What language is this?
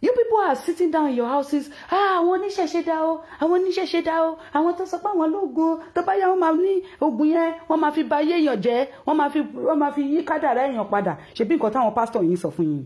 Yoruba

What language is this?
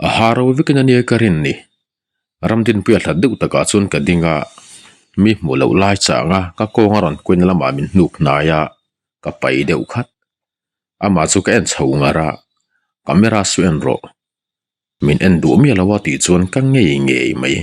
Mizo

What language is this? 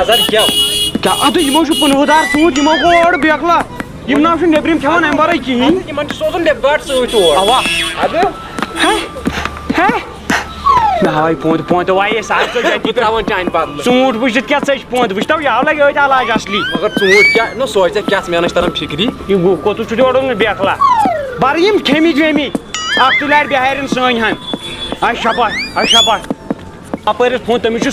Kashmiri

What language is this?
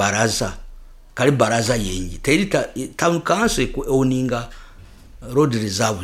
Nyoro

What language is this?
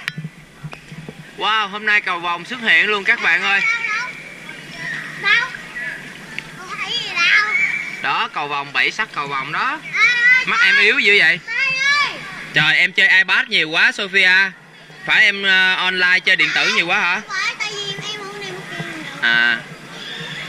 Vietnamese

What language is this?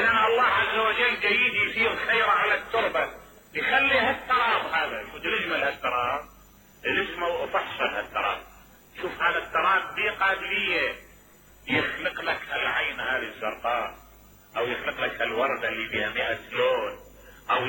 Mesopotamian Arabic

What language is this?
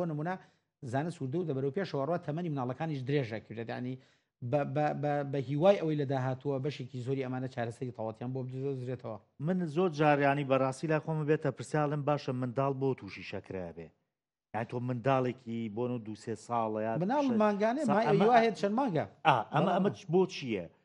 Central Kurdish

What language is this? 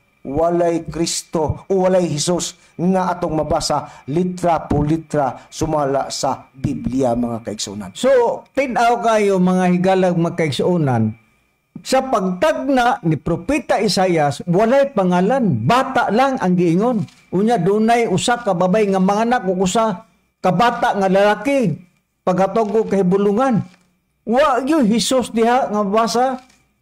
Cebuano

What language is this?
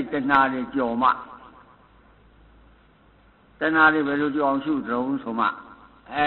Burmese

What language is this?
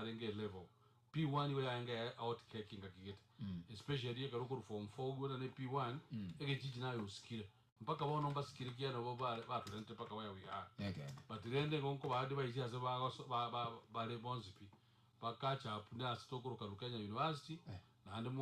Gusii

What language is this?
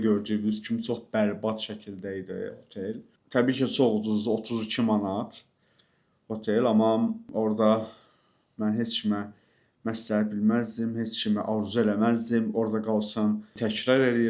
Azerbaijani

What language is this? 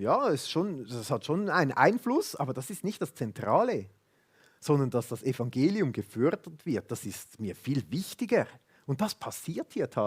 Swiss German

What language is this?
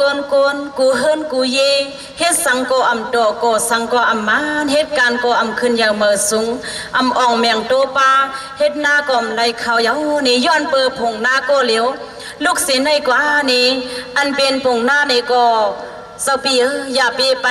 Shan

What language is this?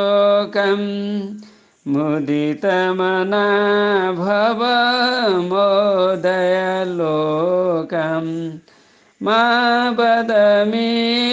Sanskrit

